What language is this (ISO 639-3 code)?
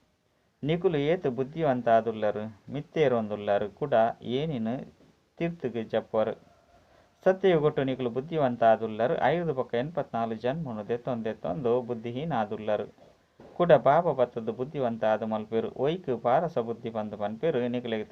tcy